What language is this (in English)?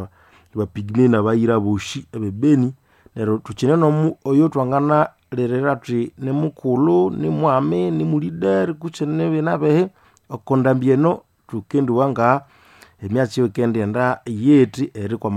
Nande